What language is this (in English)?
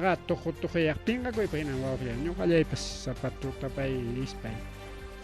Ayacucho Quechua